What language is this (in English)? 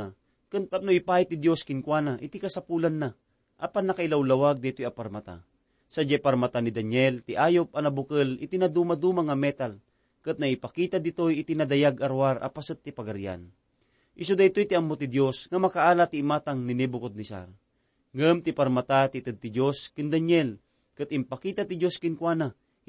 Iloko